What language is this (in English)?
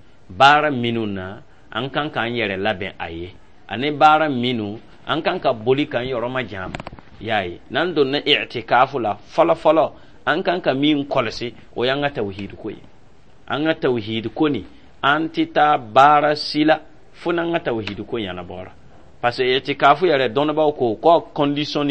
Dyula